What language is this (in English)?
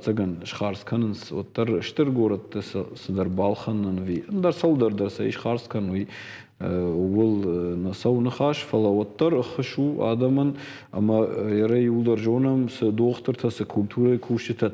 Ossetic